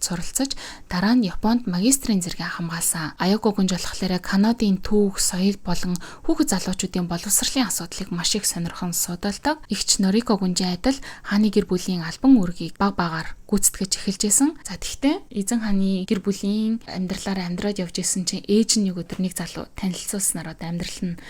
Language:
Mongolian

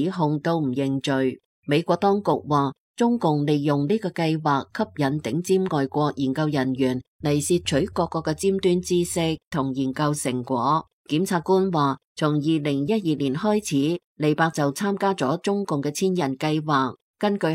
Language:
Cantonese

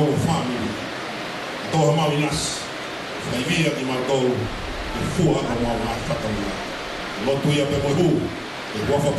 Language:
Tongan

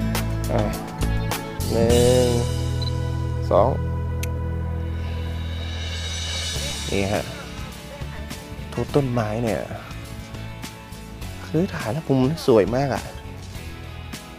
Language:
Thai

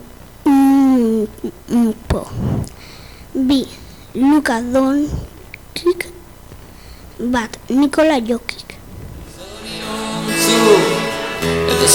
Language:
Basque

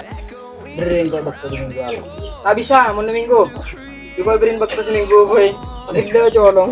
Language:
Madurese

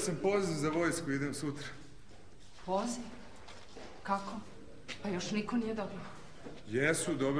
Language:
Serbian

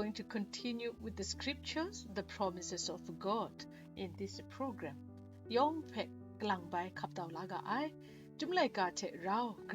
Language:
Kachin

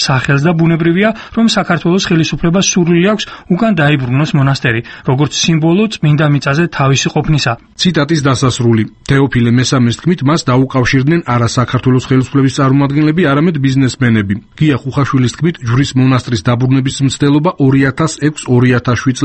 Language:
Georgian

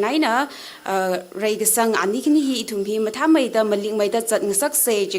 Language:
Tangkhul Naga (India)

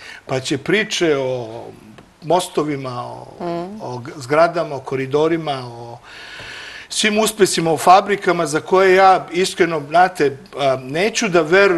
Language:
Serbian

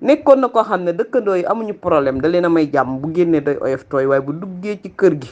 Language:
Wolof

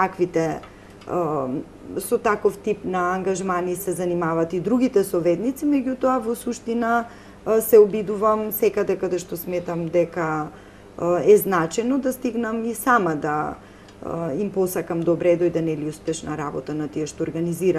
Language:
Macedonian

